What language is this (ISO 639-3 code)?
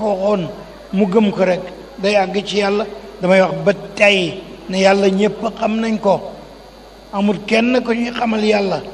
wol